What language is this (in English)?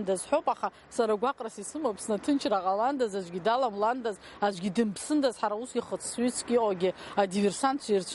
Abkhazian